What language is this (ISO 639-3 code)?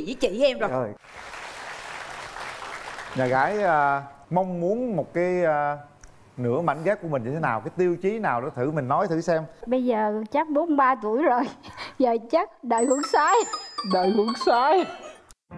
vie